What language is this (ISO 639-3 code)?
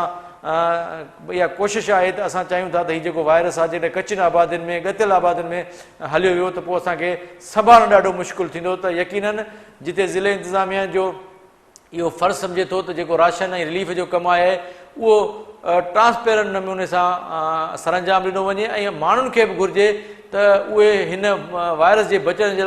snd